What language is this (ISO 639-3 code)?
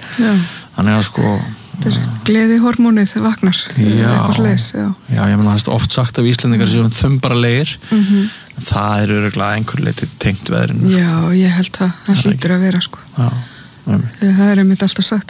isl